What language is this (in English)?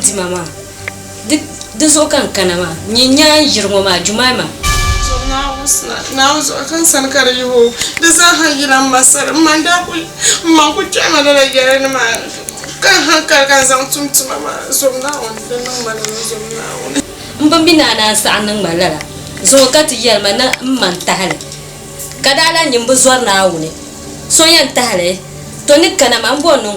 Dagbani